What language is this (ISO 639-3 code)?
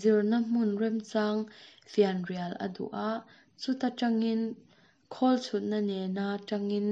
lus